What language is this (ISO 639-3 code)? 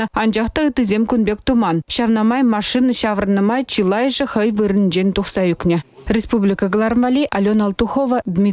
chv